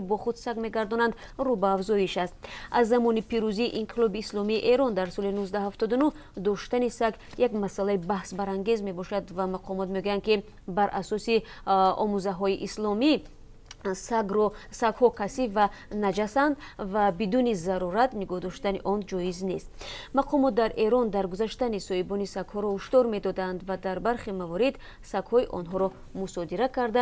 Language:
Tajik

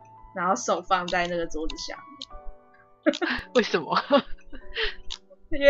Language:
Chinese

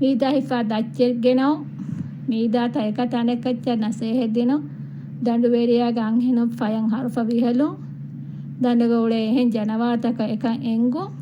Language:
Divehi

